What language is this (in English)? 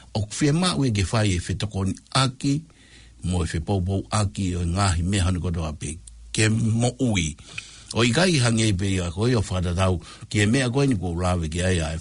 Tongan